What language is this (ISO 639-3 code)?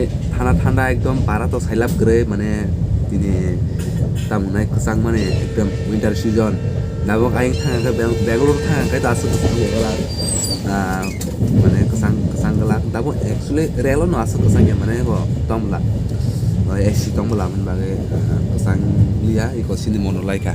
trp